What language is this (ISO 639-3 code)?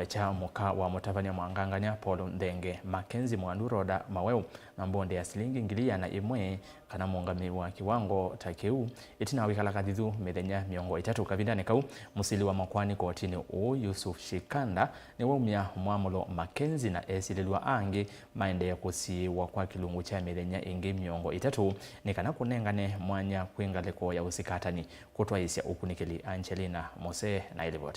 kam